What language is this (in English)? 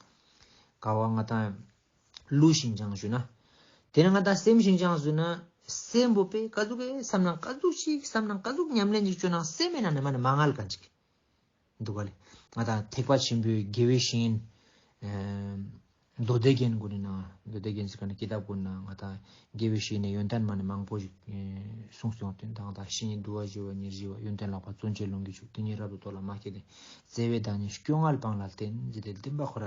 Ladakhi